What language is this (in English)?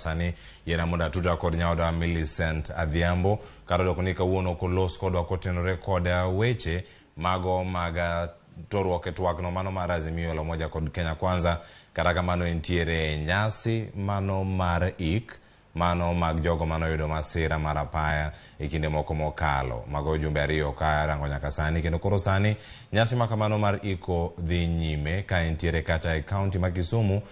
Luo (Kenya and Tanzania)